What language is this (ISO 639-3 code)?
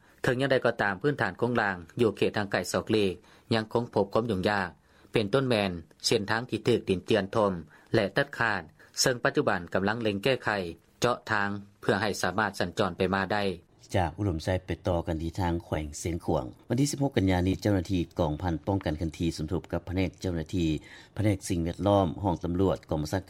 lao